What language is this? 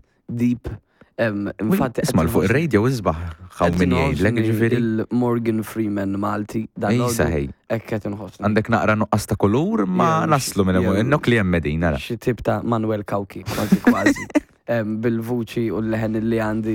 Maltese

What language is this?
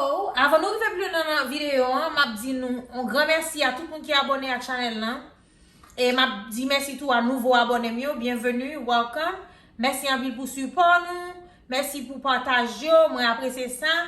Haitian Creole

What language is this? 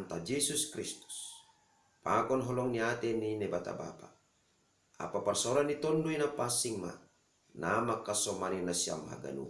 Batak Simalungun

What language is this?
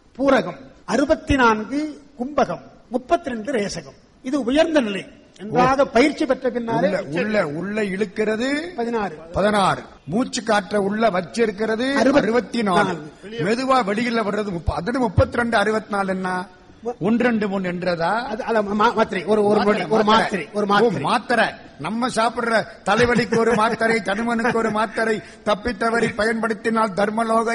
Tamil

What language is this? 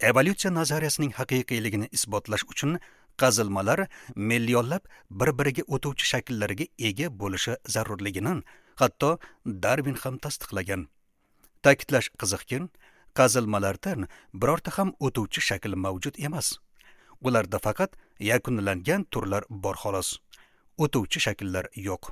Uzbek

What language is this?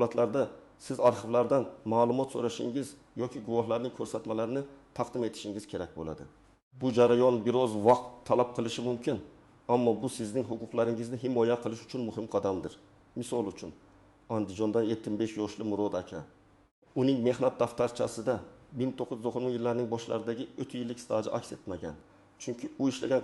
Uzbek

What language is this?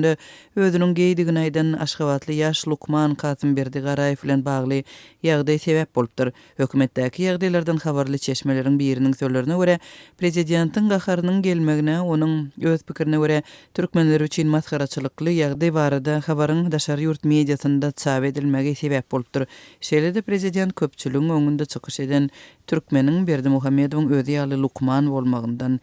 Turkmen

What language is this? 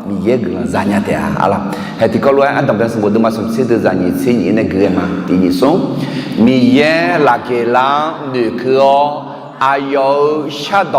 Akha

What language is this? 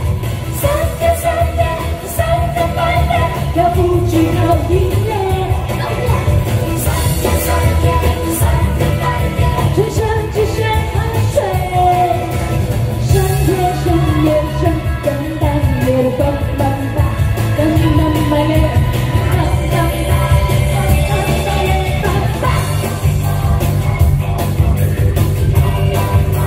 Chinese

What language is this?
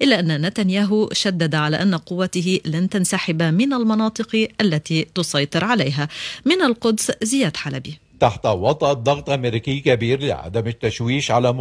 Arabic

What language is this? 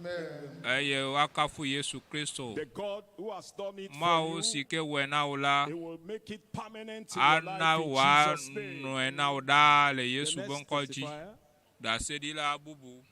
Ewe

